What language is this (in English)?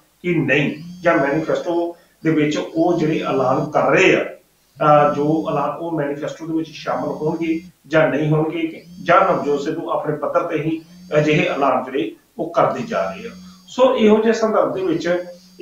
Punjabi